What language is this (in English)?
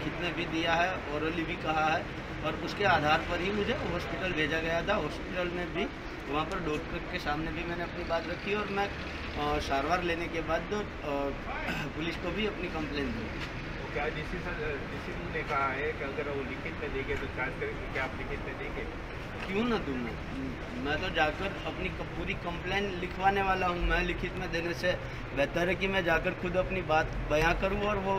Gujarati